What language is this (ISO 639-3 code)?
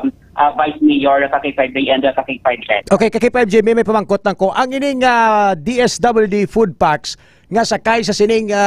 hil